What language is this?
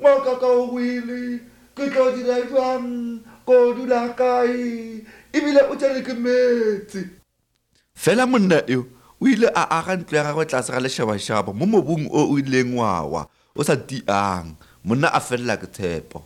Northern Sotho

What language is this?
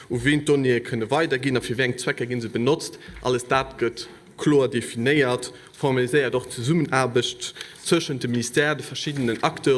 Luxembourgish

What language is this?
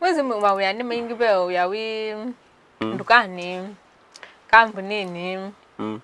Kamba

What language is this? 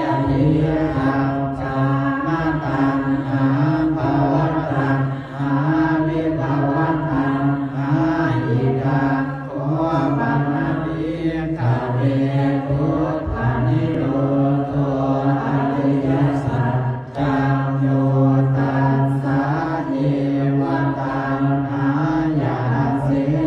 Pali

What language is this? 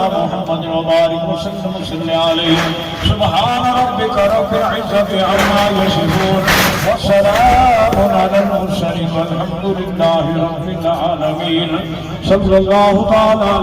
Pahari-Potwari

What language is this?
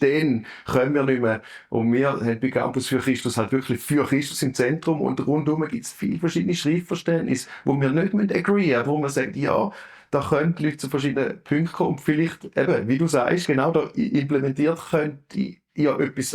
Swiss German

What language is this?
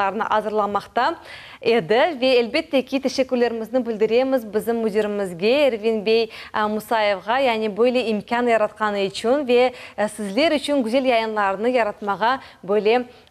Crimean Tatar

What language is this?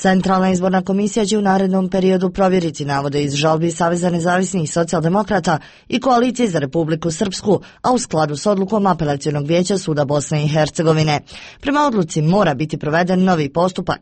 Croatian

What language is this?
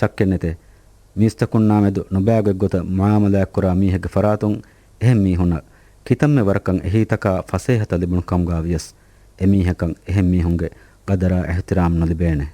Divehi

